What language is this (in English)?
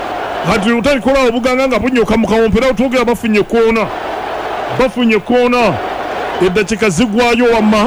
Ganda